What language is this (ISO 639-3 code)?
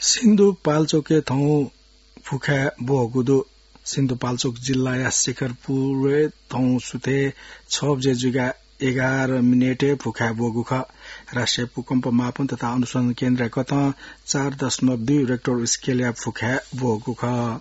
new